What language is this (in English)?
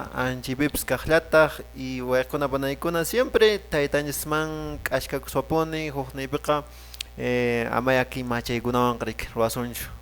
Quechua